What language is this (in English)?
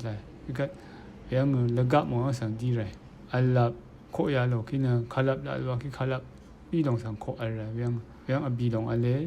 Rawang